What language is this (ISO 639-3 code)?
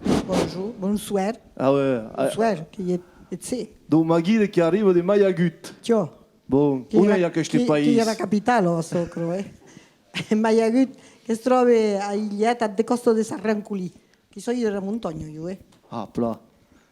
oci